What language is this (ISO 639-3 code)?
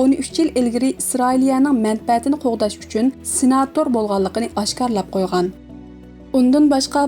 uig